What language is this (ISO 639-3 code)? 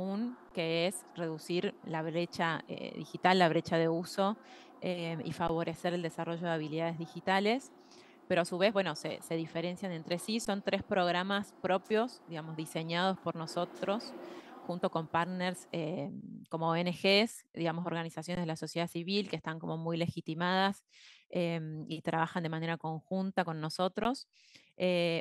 spa